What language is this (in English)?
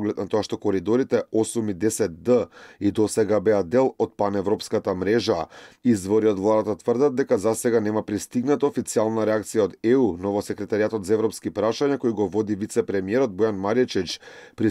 Macedonian